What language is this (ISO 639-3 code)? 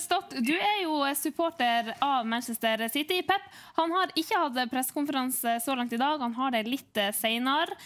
nor